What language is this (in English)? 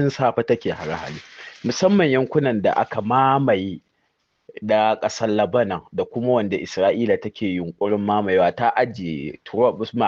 Hausa